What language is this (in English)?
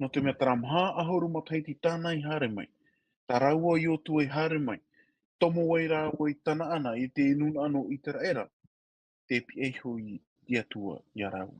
Tahitian